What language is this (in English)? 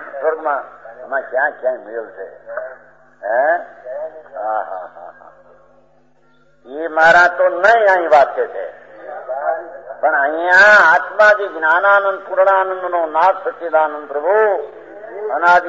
Gujarati